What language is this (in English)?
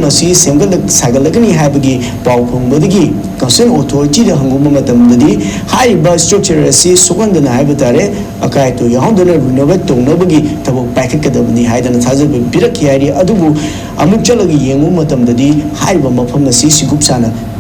Manipuri